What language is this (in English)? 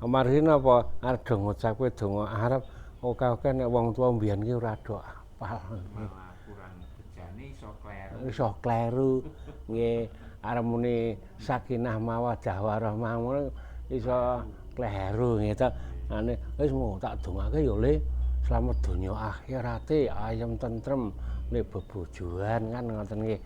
Javanese